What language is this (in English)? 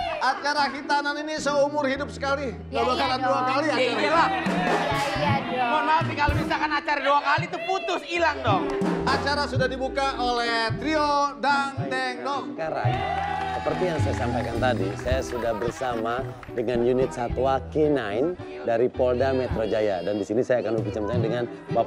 Indonesian